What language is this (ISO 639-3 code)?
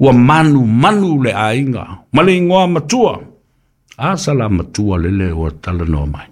smo